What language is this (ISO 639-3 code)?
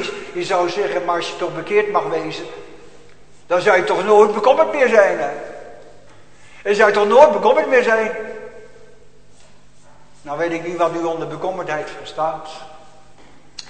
nld